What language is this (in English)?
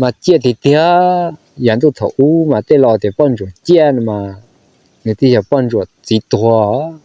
Hmong